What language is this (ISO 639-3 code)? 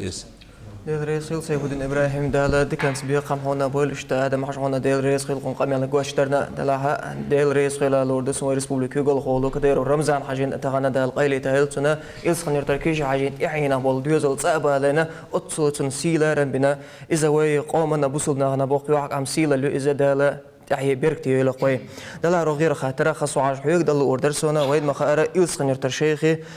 che